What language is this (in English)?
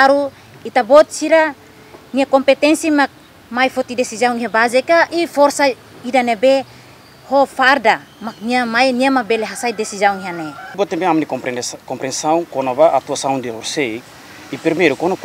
Tetum